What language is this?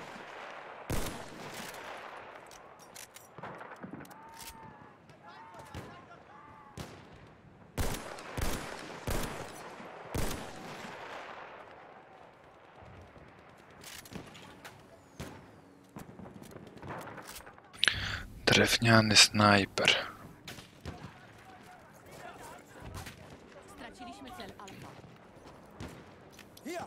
Polish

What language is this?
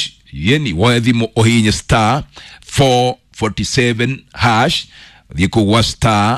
Kikuyu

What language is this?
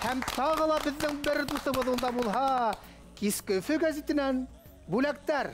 Bashkir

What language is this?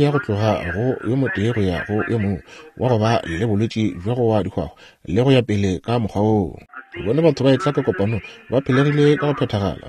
Northern Sotho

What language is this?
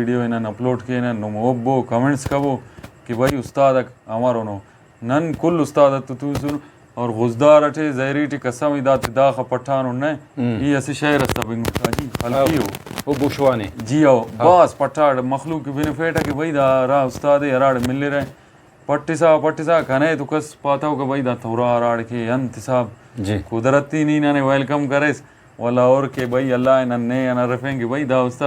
Brahui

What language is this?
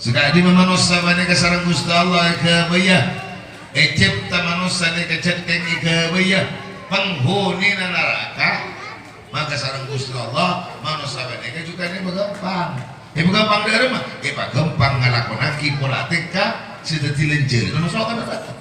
Madurese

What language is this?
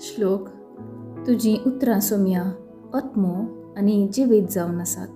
Konkani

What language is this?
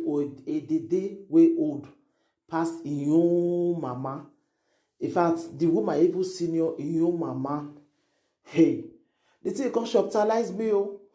Nigerian Pidgin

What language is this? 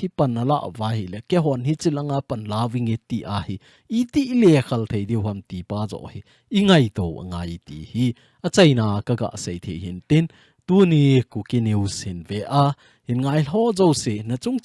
Thado Chin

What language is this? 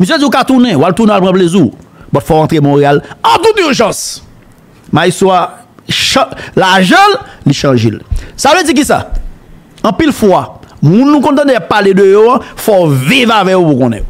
Haitian Creole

